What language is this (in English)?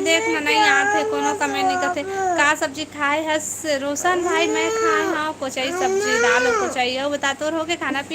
Chhattisgarhi